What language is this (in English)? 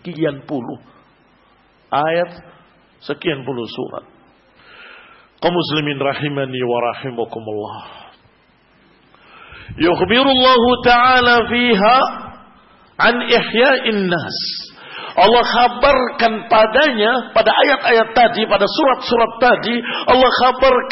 Indonesian